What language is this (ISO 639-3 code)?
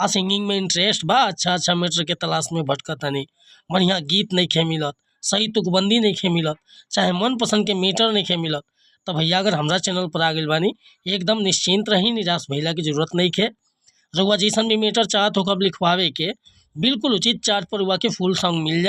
bho